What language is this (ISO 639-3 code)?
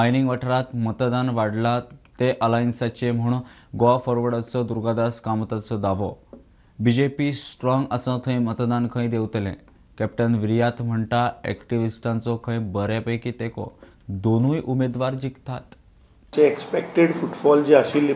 kok